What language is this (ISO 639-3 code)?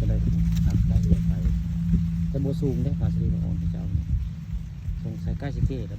tts